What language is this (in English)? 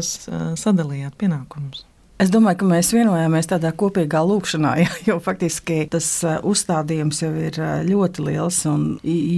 Latvian